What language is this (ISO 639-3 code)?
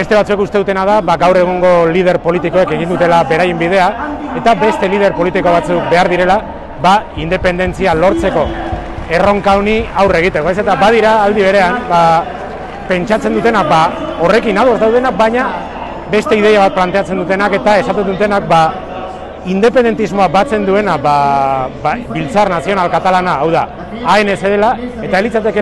eus